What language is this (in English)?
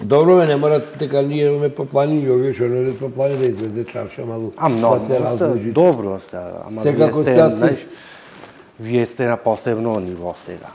Macedonian